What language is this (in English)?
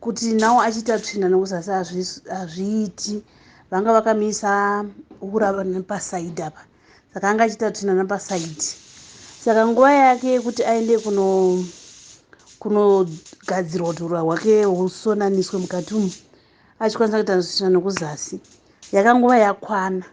Shona